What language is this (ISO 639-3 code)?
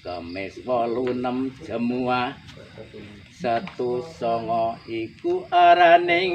jav